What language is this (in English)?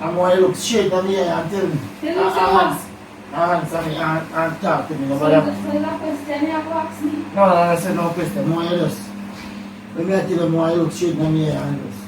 Jamaican Creole English